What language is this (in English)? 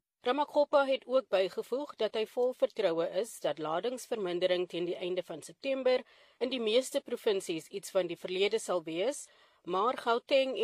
Afrikaans